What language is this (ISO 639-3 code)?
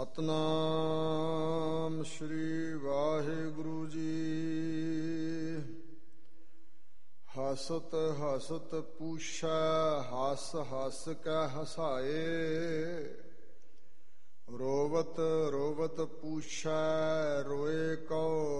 pan